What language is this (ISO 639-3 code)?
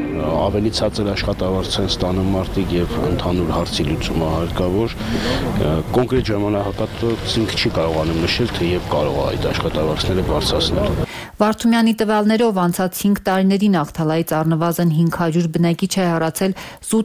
hye